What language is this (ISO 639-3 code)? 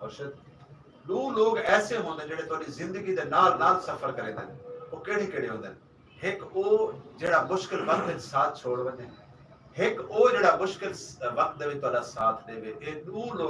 skr